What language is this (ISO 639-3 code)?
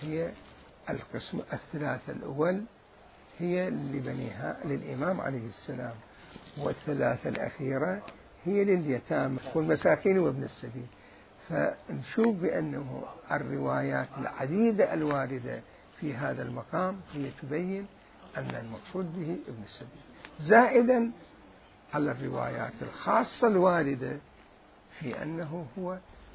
acm